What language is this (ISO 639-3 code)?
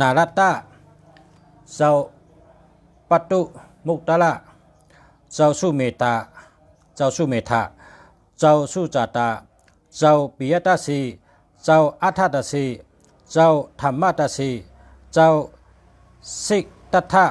shn